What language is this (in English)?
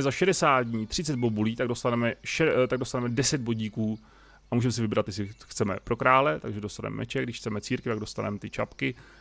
Czech